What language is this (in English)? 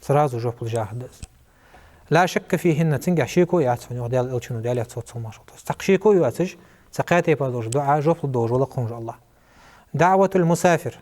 Ingush